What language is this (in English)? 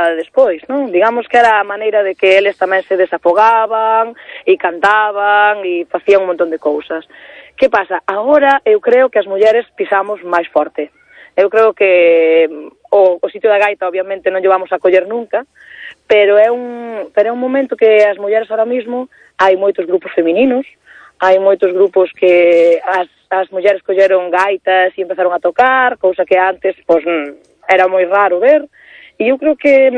Galician